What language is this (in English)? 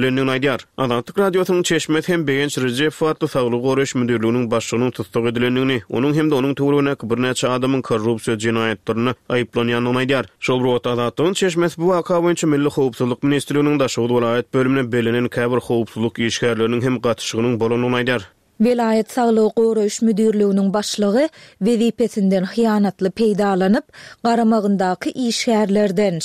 Turkmen